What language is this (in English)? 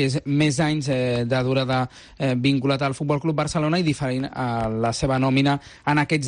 Catalan